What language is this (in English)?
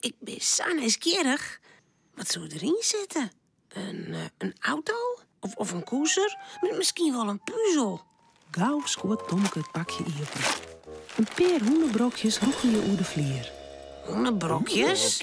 Western Frisian